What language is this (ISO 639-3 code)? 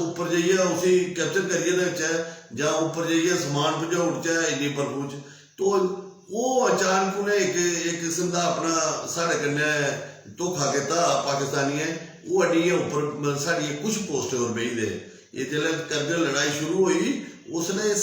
doi